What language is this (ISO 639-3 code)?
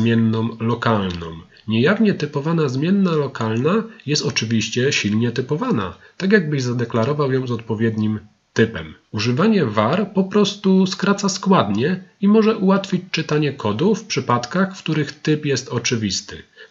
pol